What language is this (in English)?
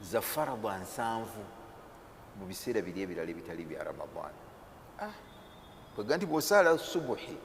Ganda